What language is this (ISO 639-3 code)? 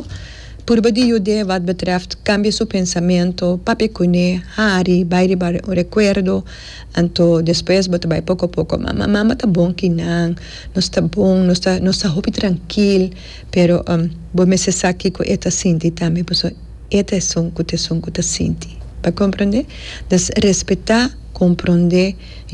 pap